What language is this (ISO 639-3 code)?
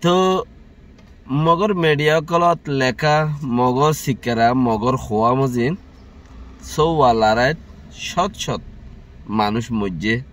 rhg